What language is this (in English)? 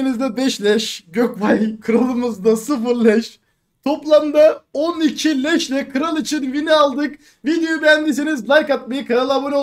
Turkish